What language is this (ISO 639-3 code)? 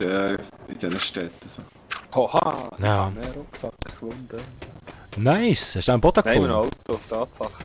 gsw